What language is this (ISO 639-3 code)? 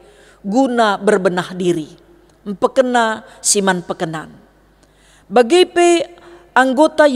btx